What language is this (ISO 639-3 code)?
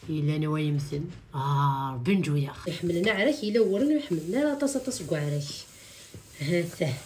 kab